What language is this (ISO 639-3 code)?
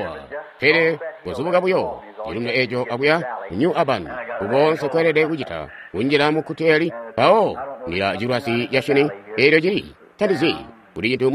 toi